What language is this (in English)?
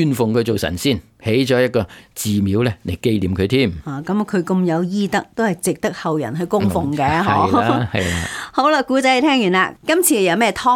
Cantonese